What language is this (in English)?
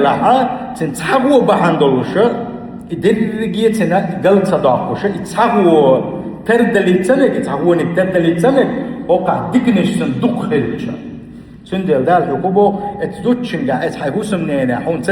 Chechen